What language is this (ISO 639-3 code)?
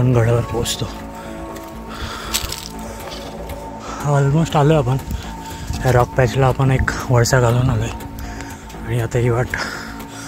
mar